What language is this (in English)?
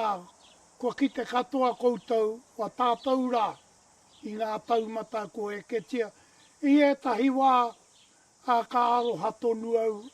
Māori